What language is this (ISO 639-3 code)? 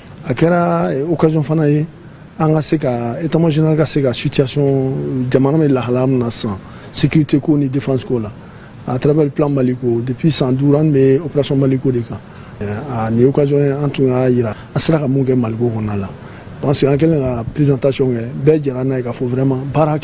bam